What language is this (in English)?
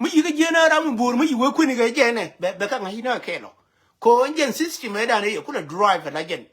Nuer